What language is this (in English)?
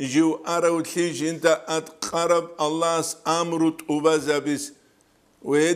Avaric